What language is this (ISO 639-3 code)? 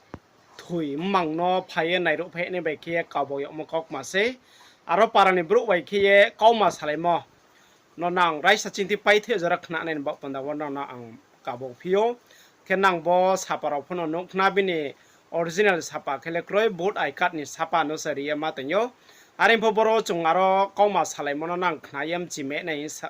ria